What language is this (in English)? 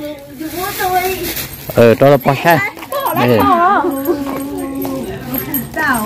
Vietnamese